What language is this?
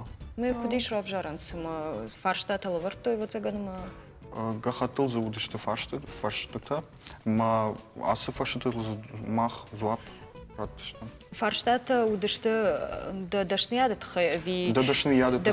Ossetic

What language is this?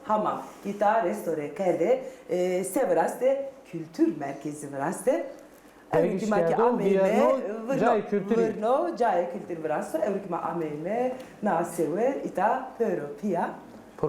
Zaza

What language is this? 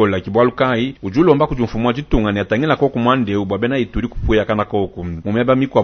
Luba-Lulua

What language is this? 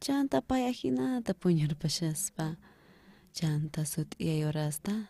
South Bolivian Quechua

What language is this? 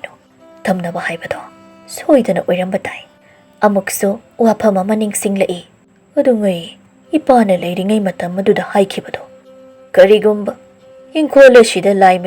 Manipuri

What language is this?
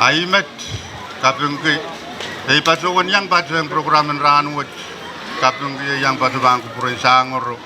Pohnpeian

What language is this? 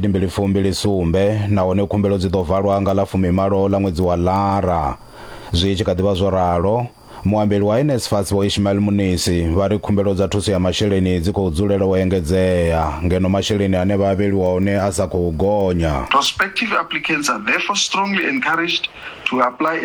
Venda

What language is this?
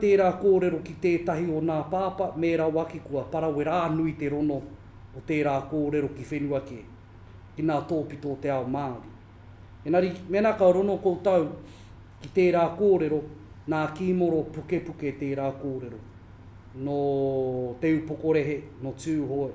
Māori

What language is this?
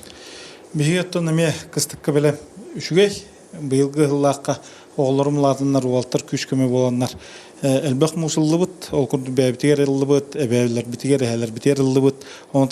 Yakut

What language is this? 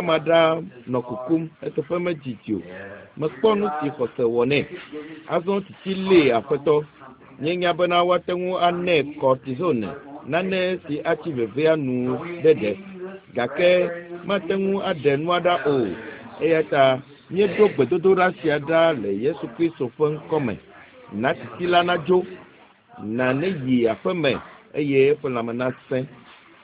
Ewe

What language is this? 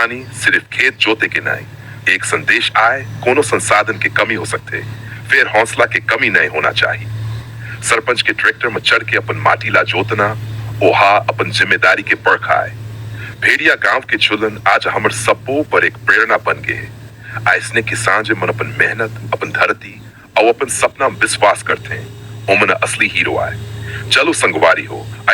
Chhattisgarhi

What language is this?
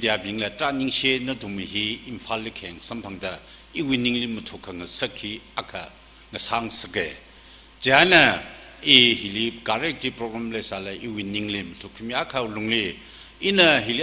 Tangkhul Naga (India)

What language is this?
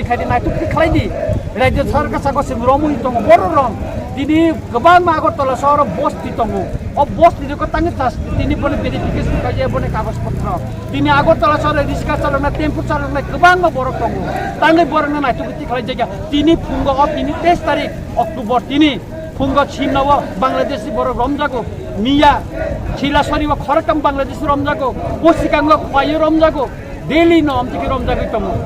Kok Borok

